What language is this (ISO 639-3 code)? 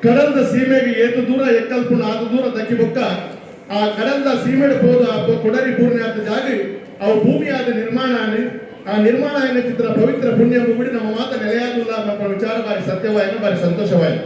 tcy